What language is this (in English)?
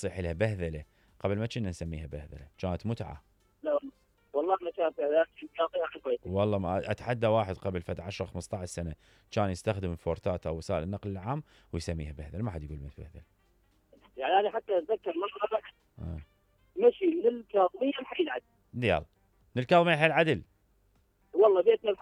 Mesopotamian Arabic